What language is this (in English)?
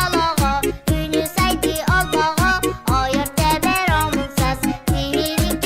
Yakut